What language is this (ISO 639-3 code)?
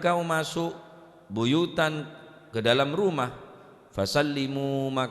mad